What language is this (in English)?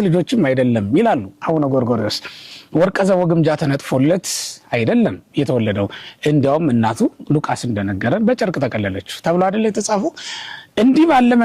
Amharic